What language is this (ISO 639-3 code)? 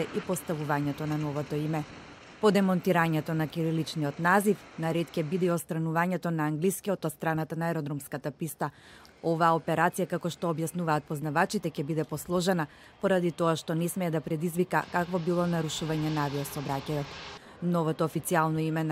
mkd